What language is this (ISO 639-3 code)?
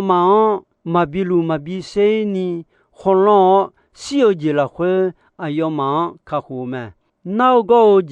ahk